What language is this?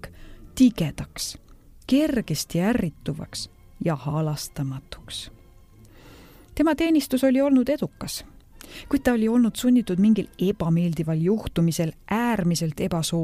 Estonian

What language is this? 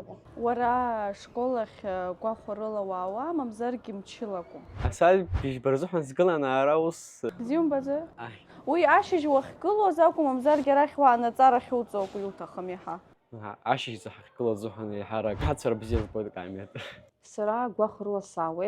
Abkhazian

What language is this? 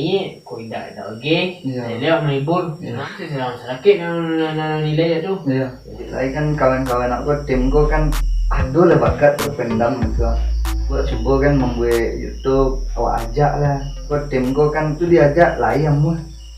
Minangkabau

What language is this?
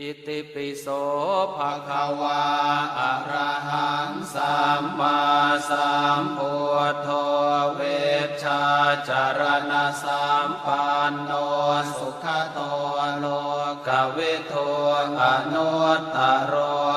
Pali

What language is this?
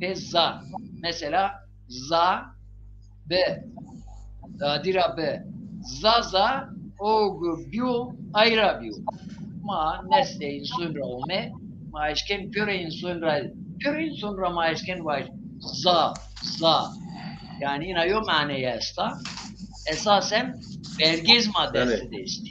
Zaza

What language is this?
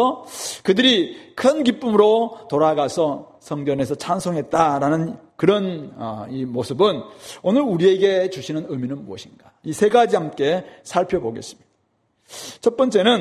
Korean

